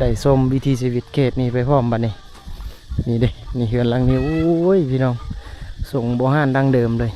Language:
Lao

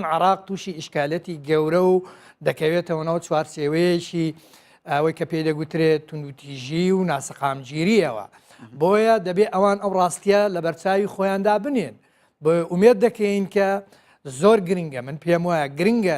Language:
Central Kurdish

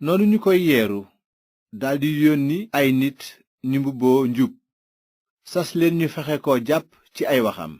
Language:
Wolof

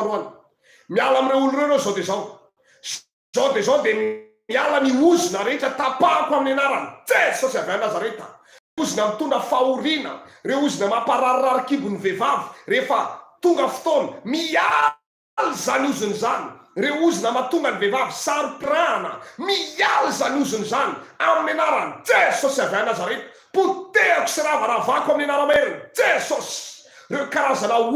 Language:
Malagasy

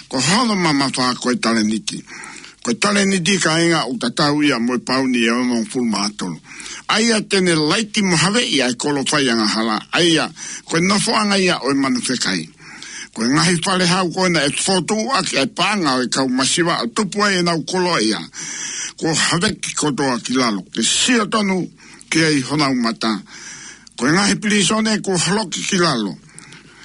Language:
Tongan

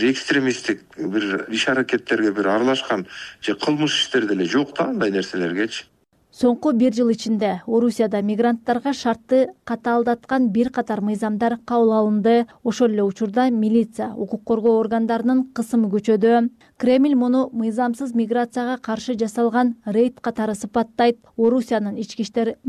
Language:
Kyrgyz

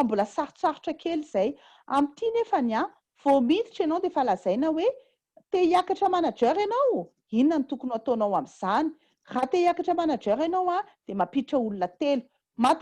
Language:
Malagasy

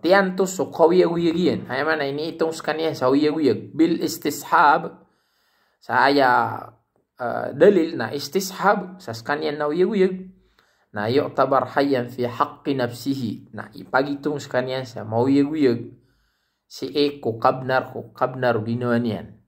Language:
Maranao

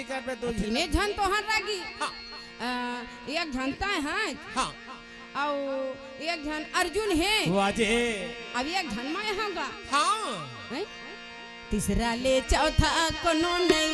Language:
Chhattisgarhi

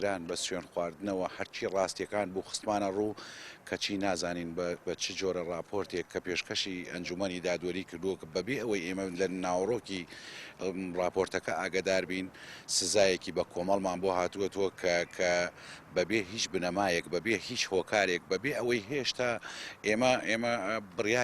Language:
Central Kurdish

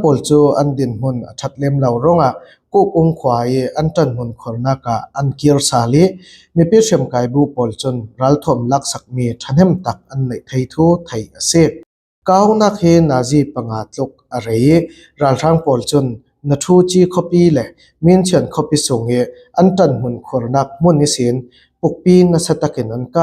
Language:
Falam Chin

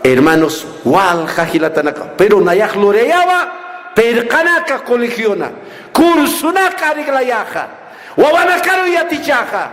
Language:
Aymara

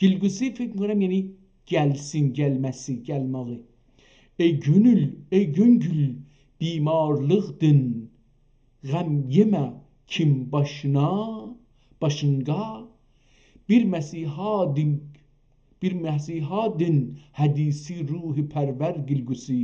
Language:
South Azerbaijani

